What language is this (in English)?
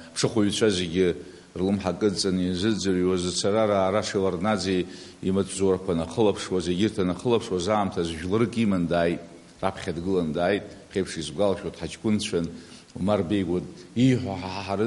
Abkhazian